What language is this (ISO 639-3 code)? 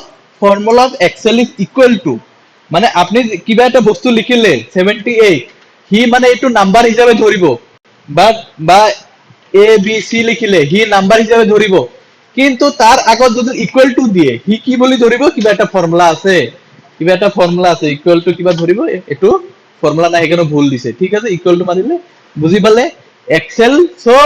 asm